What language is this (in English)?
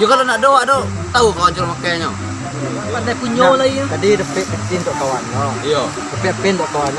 Minangkabau